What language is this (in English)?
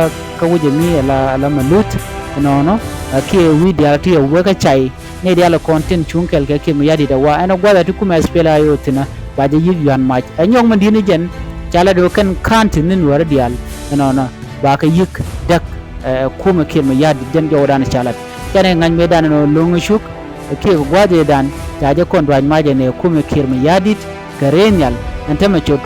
Nuer